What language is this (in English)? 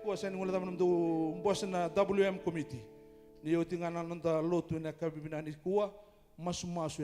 Fijian